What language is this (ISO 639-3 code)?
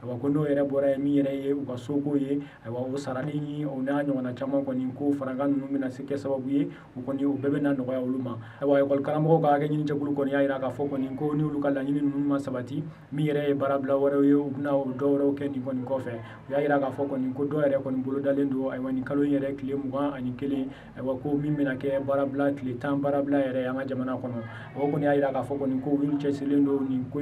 bam